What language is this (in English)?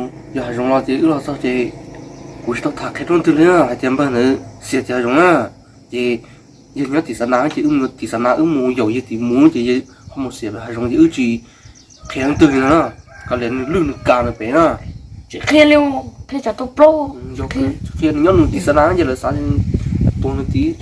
Hmong